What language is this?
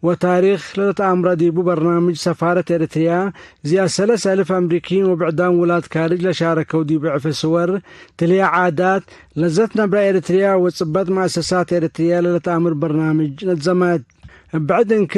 Tigre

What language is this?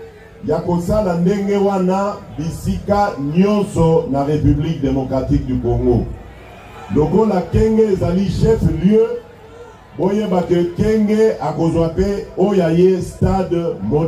Lingala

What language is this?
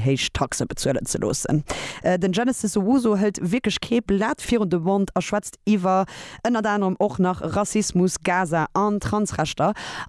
Luxembourgish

